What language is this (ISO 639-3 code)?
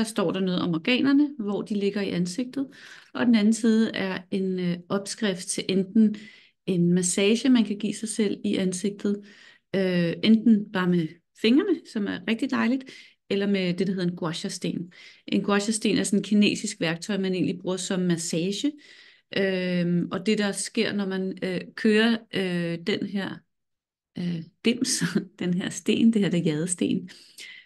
dan